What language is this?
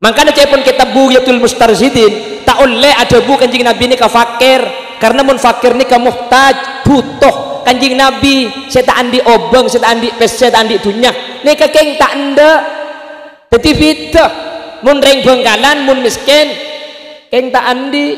Madurese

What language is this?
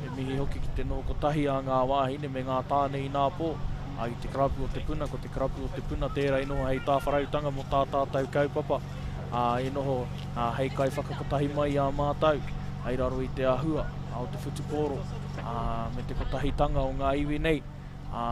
Māori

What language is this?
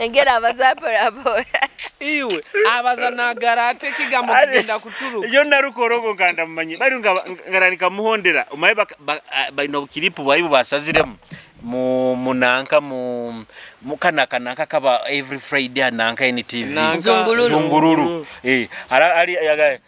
Nyoro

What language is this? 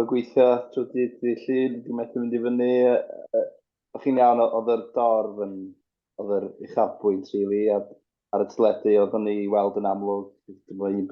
Welsh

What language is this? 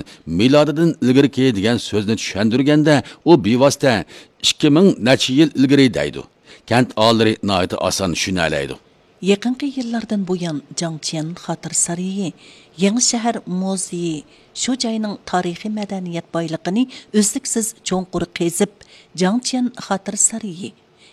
Uyghur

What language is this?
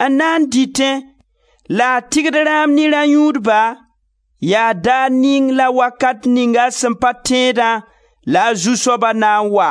Mossi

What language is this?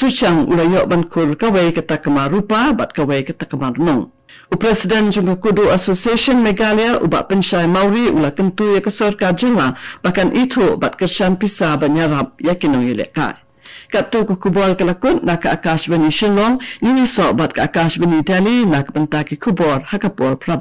Khasi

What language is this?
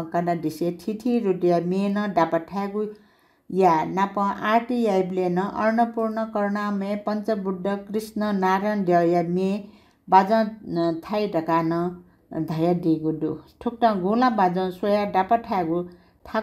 Newari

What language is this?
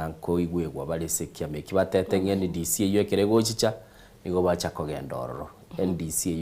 Gusii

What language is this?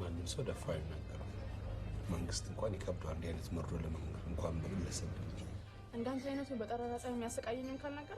Amharic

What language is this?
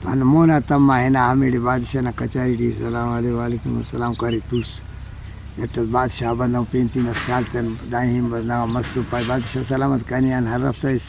Brahui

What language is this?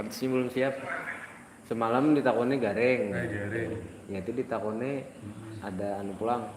Banjar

